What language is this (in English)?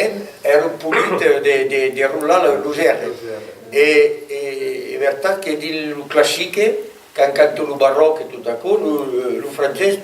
Occitan